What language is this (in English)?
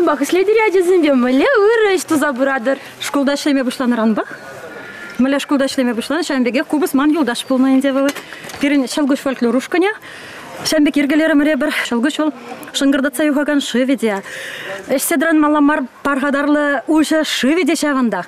Chuvash